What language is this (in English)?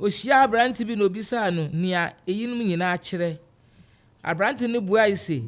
Akan